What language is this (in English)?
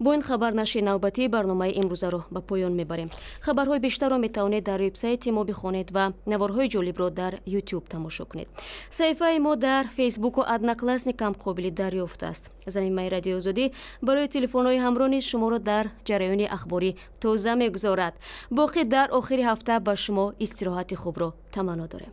Tajik